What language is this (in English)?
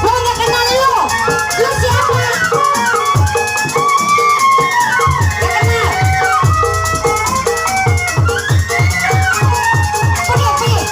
Betawi